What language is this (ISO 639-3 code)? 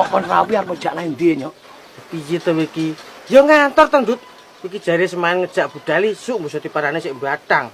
jav